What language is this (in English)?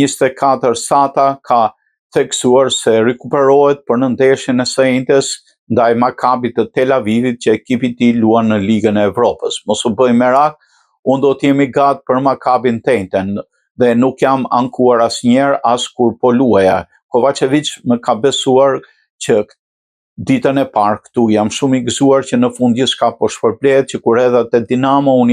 Albanian